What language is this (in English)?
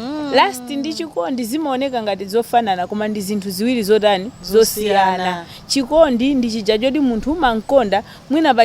Nyanja